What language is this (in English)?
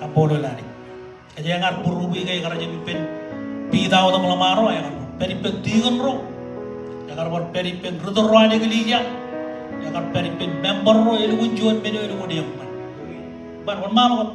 Marshallese